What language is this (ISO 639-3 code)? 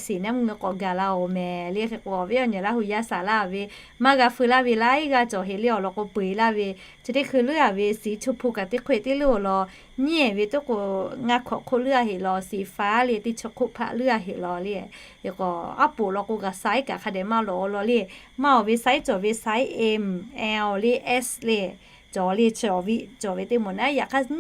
lhu